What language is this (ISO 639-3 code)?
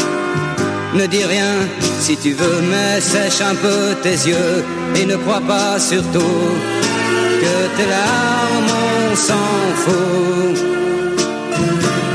fra